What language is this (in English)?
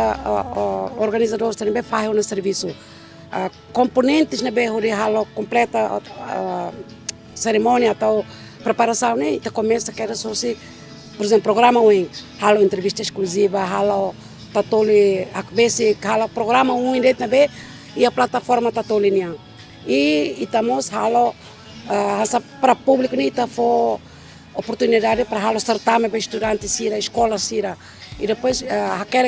Tetum